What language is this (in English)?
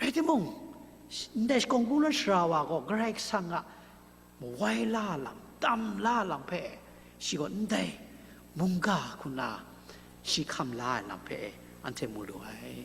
Kachin